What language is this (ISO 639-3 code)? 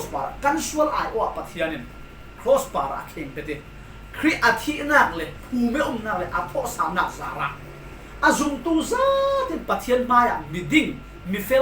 cfm